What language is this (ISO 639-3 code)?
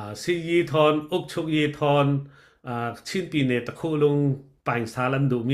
cfm